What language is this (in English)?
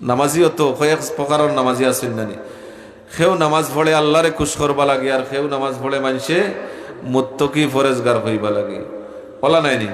Sylheti